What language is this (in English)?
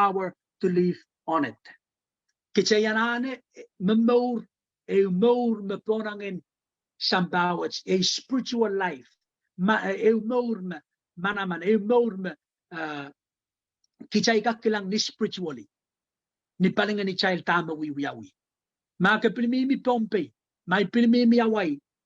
Pohnpeian